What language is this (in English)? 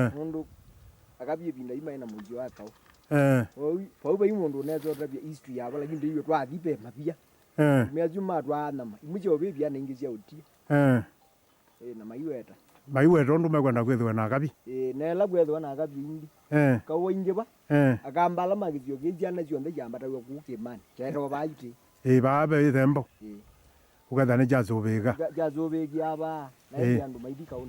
Kamba